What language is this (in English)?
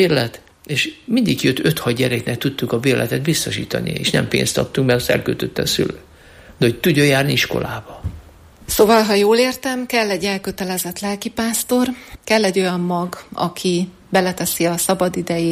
Hungarian